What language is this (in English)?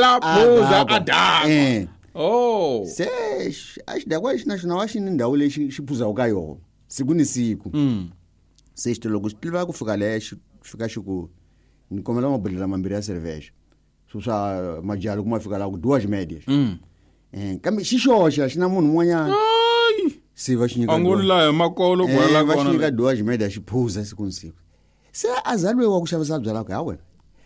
Tsonga